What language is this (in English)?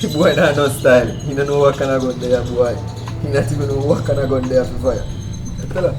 Jamaican Creole English